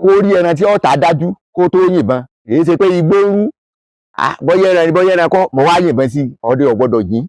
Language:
Yoruba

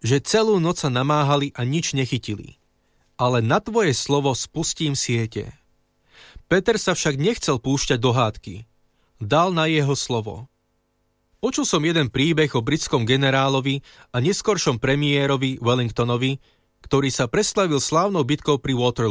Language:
Slovak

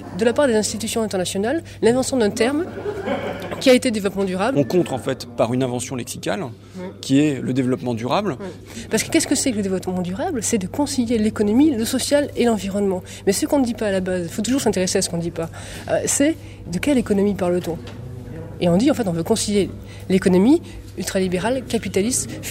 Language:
French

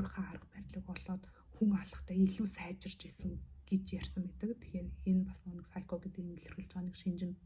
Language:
Mongolian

